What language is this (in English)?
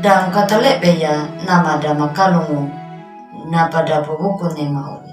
Anakalangu